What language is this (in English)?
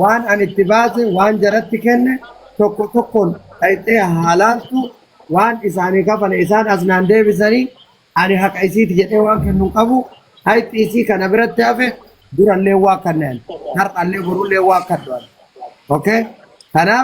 Oromo